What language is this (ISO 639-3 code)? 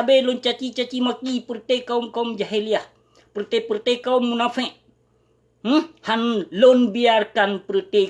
ace